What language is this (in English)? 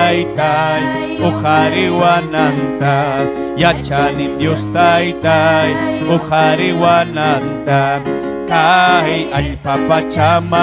Ayacucho Quechua